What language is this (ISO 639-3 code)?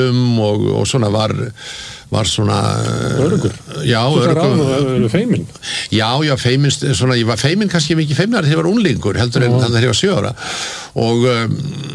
isl